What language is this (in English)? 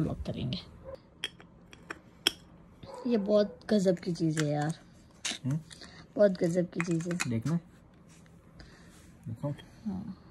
Hindi